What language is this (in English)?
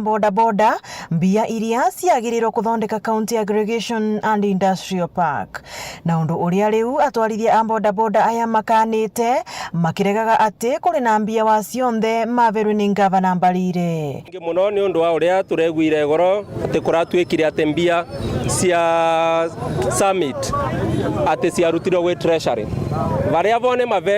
Meru